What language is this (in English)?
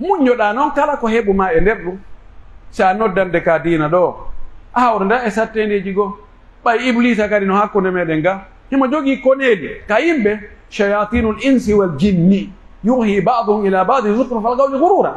Pular